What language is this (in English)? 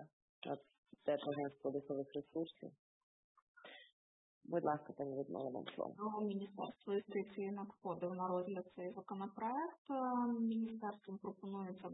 Ukrainian